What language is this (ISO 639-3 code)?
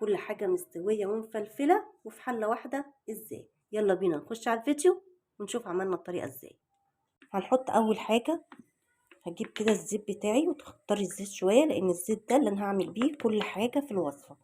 arz